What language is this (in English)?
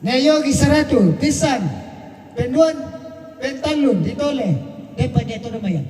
Toraja-Sa'dan